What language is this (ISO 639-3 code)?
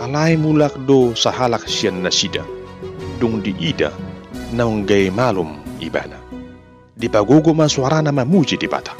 bbc